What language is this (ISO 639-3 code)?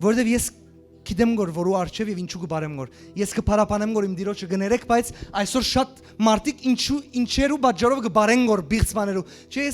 hyw